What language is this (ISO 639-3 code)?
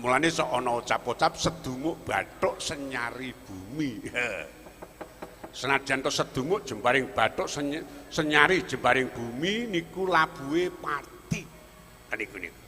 jav